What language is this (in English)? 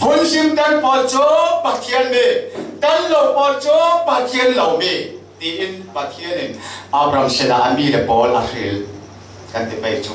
Falam Chin